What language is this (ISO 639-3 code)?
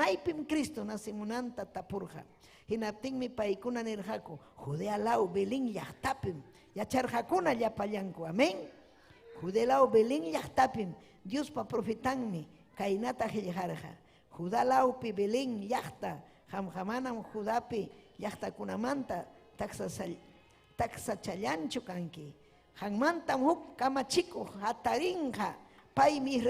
quy